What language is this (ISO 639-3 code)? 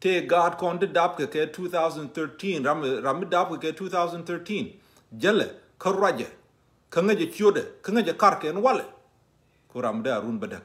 nus